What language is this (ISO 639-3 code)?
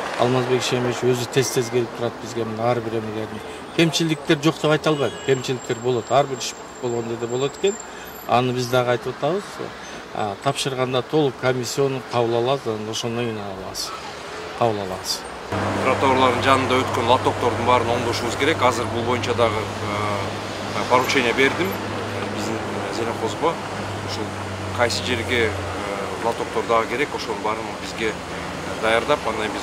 kir